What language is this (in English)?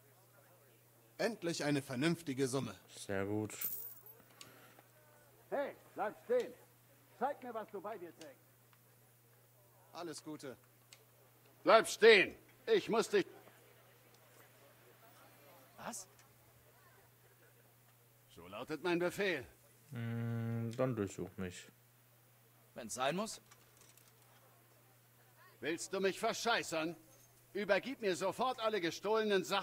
German